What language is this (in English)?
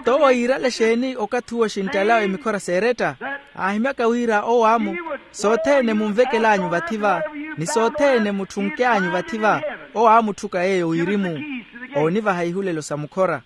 Makhuwa